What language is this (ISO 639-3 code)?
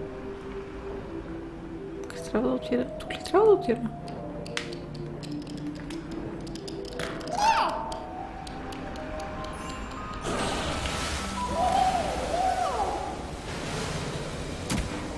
bul